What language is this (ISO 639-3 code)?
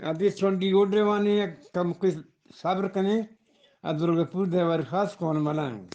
bgp